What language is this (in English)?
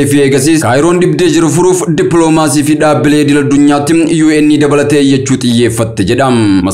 Oromo